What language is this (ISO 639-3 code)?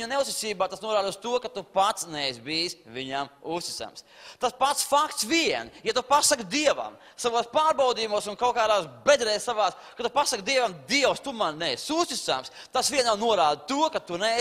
lav